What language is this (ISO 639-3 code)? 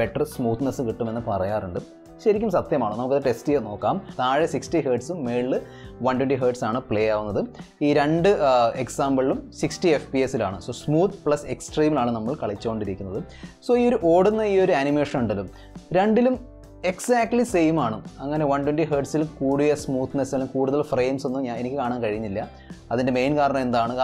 mal